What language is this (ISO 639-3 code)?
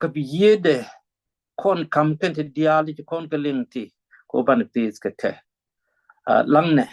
nus